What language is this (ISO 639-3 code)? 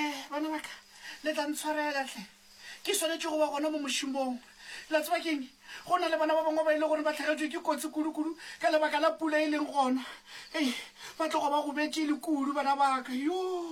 nso